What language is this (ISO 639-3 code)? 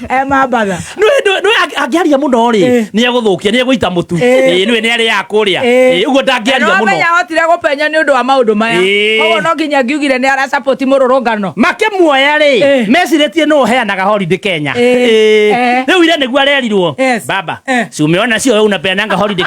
kik